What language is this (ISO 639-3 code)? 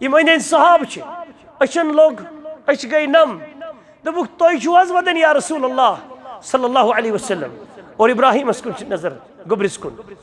kas